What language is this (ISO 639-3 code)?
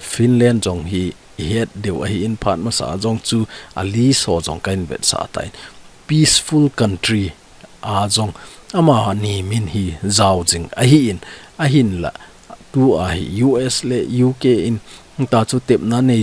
tcz